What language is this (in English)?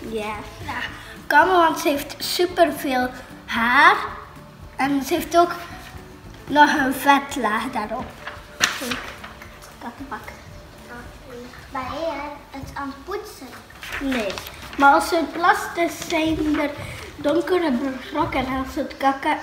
Dutch